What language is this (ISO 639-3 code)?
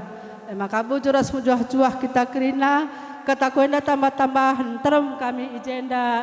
btx